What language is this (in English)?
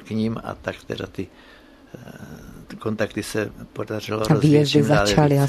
Czech